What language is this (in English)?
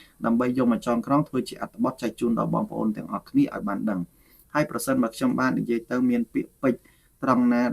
Khmer